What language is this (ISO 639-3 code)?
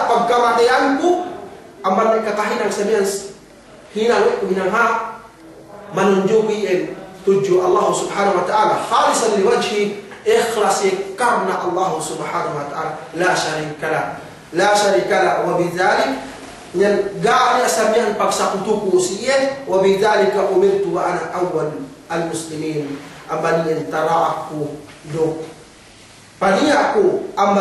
yka